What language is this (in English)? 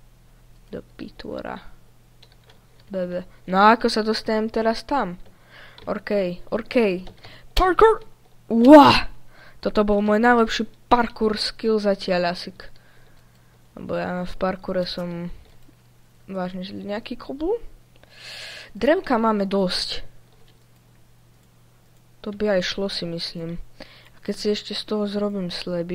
Slovak